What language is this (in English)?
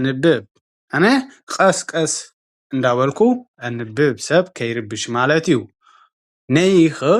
Tigrinya